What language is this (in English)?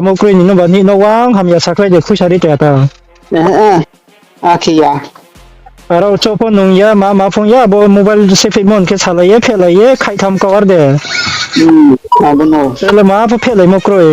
Riang (India)